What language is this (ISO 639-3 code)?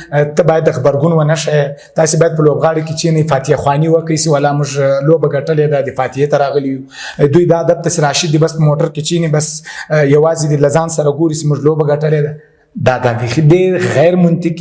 pus